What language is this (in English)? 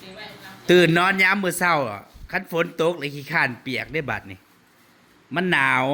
Northeastern Thai